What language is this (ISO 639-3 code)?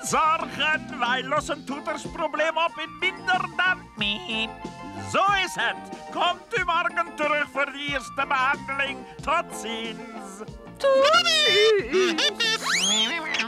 nld